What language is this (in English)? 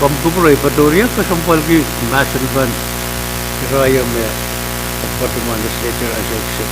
Pohnpeian